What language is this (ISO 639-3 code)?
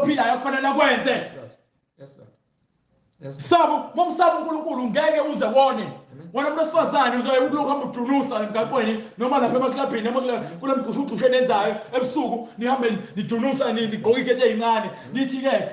zul